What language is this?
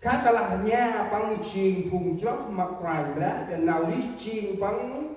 Central Mnong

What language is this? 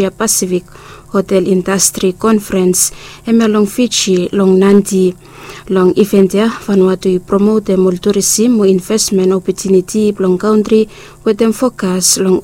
Bislama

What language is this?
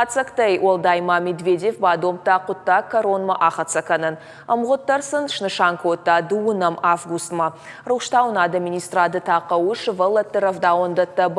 Ossetic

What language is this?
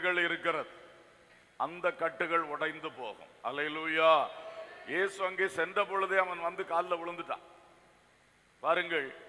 Tamil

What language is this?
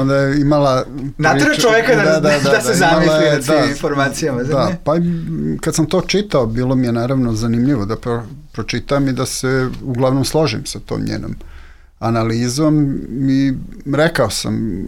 Serbian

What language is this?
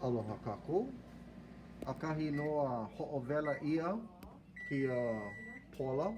Hawaiian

